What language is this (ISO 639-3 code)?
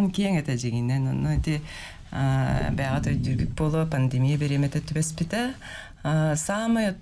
sah